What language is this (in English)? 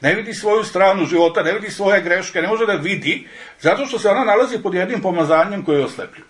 Serbian